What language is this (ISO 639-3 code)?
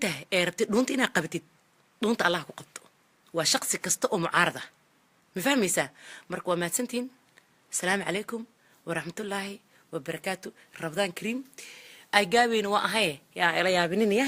som